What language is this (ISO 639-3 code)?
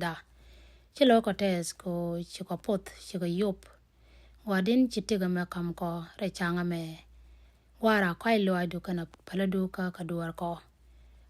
nus